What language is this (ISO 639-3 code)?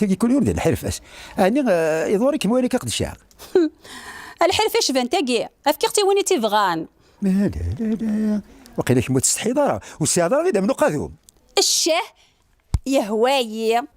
kab